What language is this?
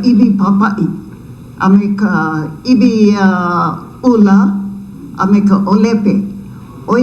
Hawaiian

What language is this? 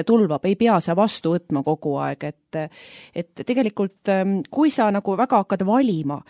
Estonian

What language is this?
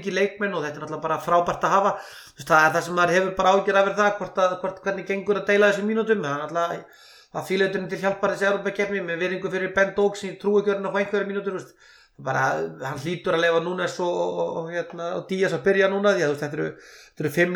Icelandic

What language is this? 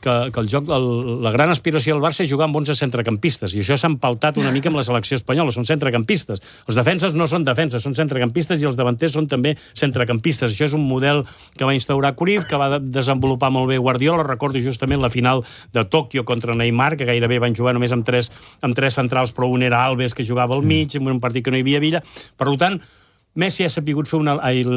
Catalan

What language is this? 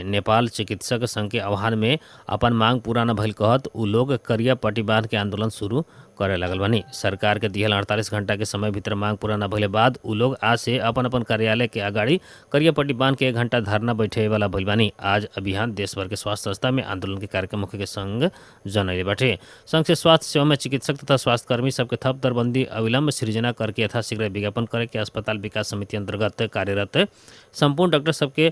Bhojpuri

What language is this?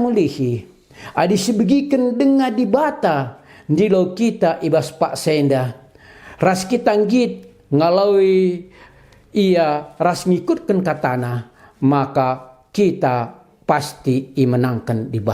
Batak Karo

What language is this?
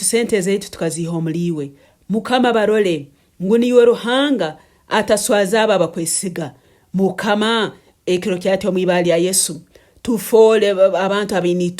Nyankole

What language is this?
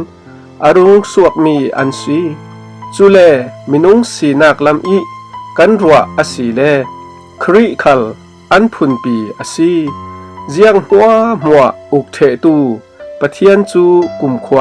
Falam Chin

